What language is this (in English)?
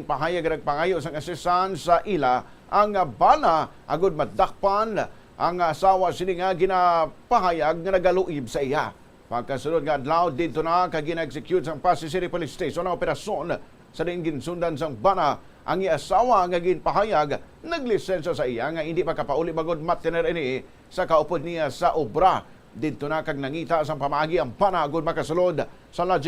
Hiligaynon